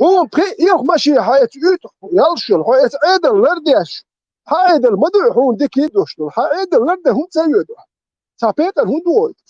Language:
Chechen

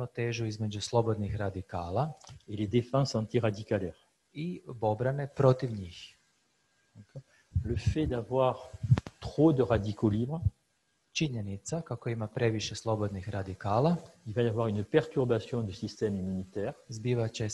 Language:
Croatian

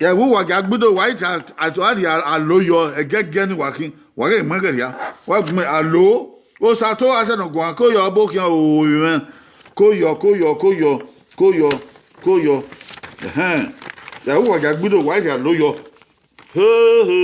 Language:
Bini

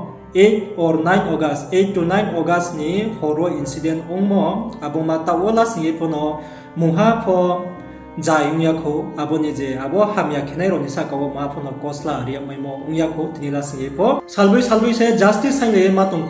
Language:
Riang (India)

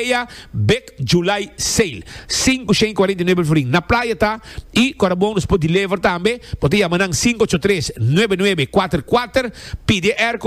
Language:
Papiamento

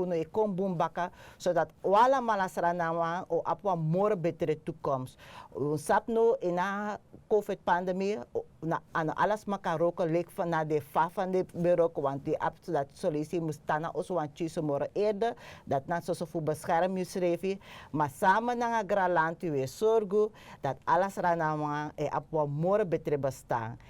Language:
Sranan Tongo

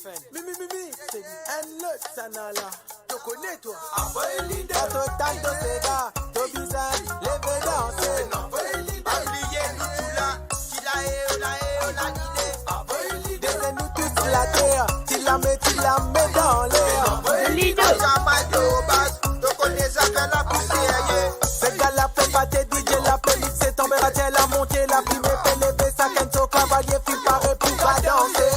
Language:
Morisyen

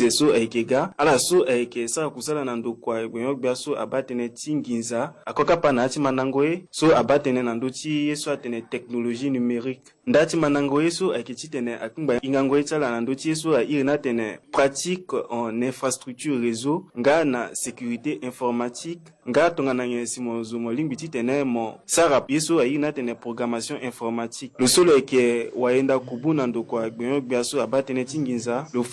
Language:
Sango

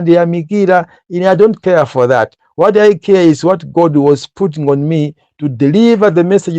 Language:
Nyanja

